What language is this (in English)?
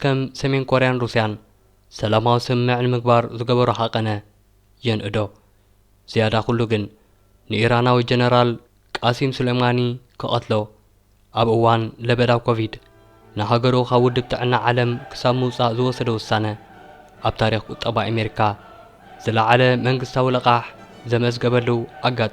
Tigrinya